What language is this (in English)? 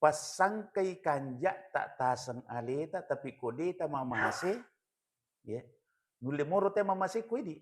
Buginese